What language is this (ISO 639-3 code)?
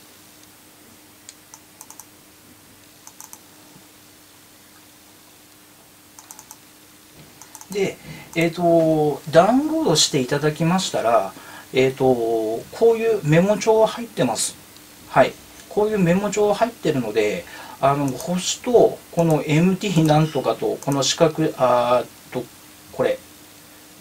jpn